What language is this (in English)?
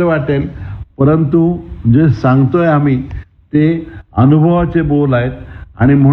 Marathi